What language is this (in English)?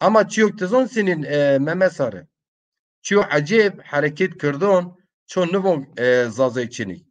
Zaza